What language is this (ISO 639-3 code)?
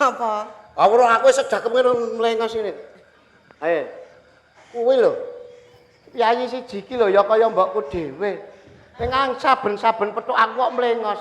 jav